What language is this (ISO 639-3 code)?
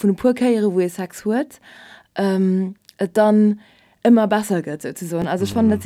ltz